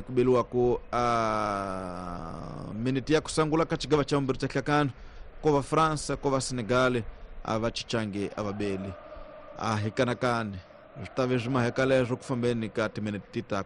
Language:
Tsonga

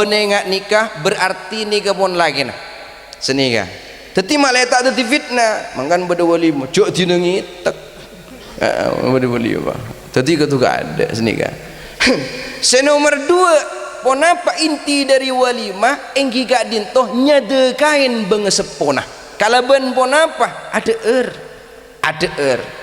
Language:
Madurese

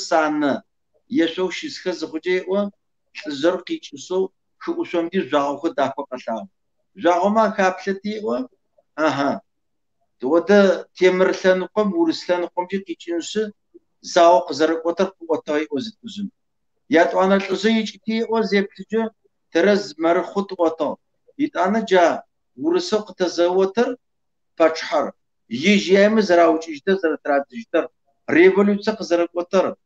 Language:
Kabardian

